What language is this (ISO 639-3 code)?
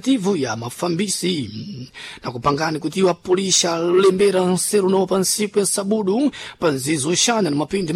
seh